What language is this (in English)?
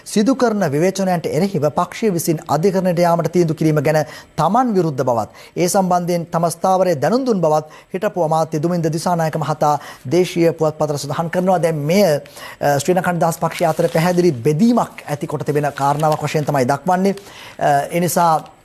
Sinhala